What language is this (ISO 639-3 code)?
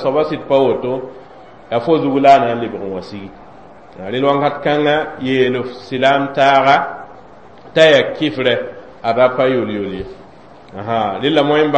mos